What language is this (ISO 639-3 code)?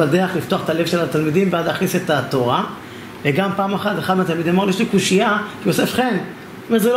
heb